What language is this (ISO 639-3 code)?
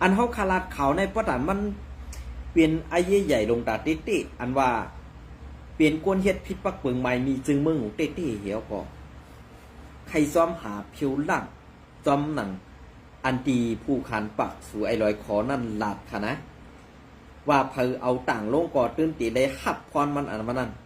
shn